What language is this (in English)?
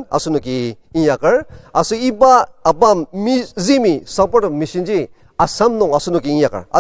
Ao Naga